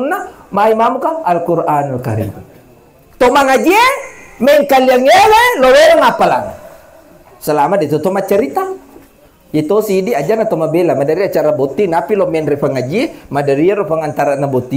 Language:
Buginese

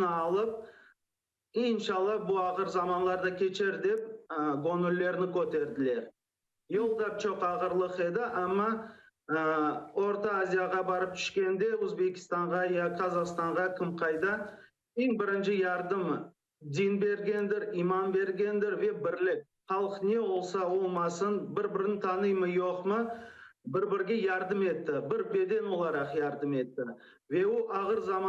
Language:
Crimean Tatar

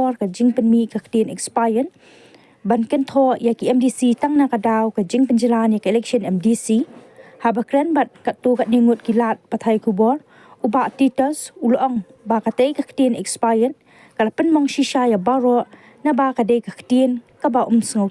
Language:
Khasi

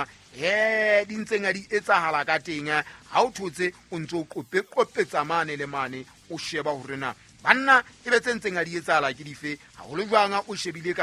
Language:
Southern Sotho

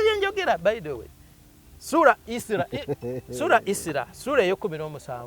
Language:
Ganda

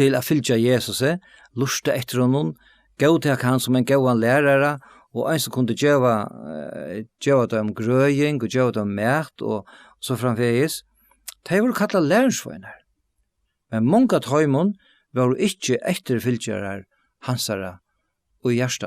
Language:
Faroese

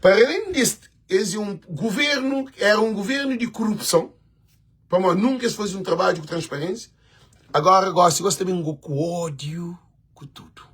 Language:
Kabuverdianu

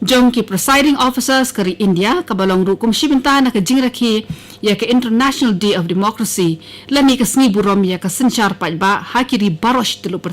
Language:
Khasi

